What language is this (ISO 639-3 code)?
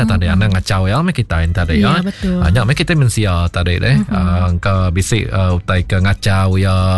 iba